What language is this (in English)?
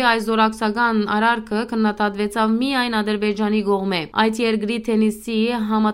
Western Armenian